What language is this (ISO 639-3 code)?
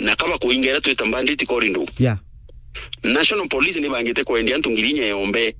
mer